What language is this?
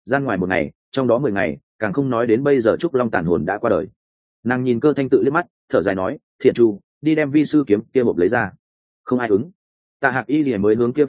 Vietnamese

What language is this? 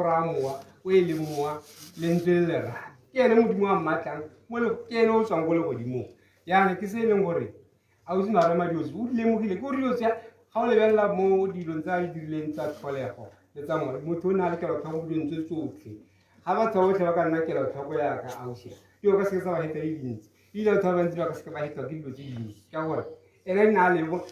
Tswana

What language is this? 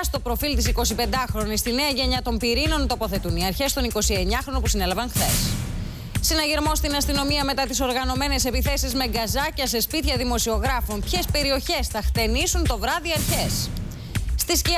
Greek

